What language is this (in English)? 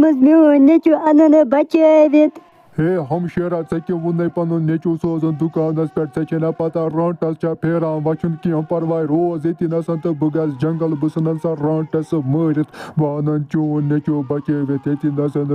Kashmiri